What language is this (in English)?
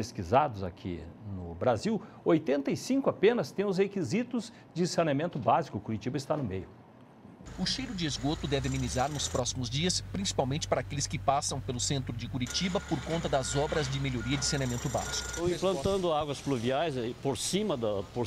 Portuguese